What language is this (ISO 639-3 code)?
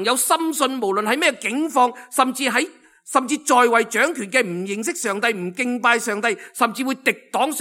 yue